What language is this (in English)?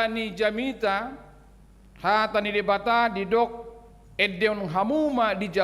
Batak Toba